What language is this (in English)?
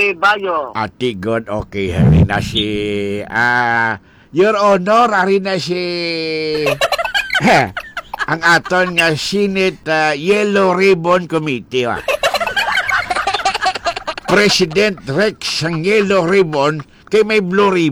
Hiligaynon